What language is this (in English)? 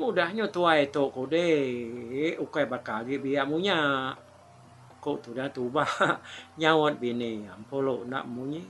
Iban